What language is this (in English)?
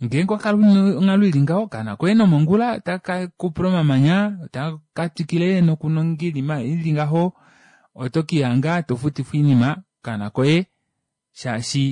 Kuanyama